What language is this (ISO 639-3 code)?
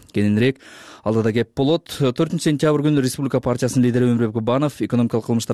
kir